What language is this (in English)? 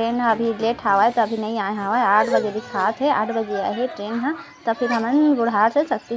Chhattisgarhi